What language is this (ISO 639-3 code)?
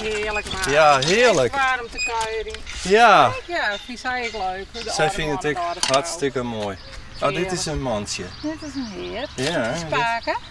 fry